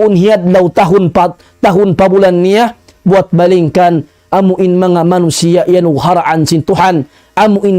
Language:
Tausug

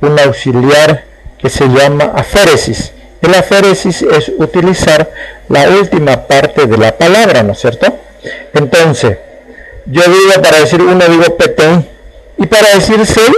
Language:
Guarani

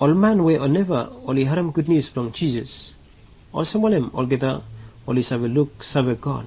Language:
Bislama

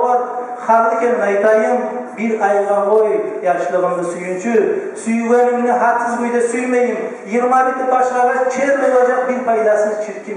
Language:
Kumyk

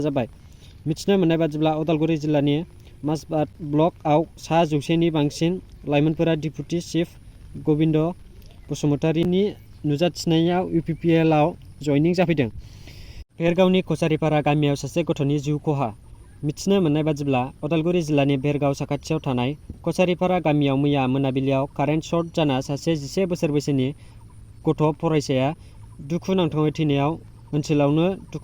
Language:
Bodo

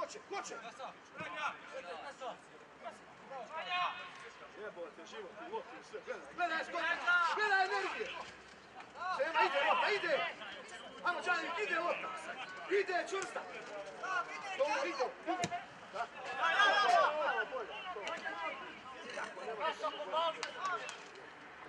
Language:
Croatian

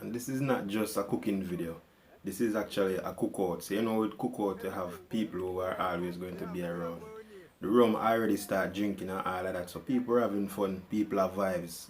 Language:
Jamaican Creole English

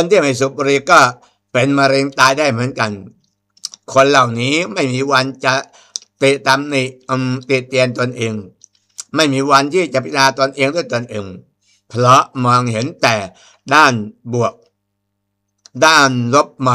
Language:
Thai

